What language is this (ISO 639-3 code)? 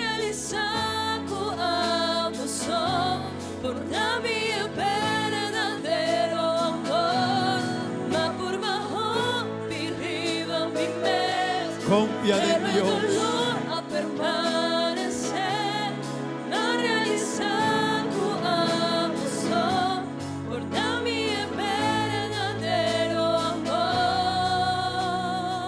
pap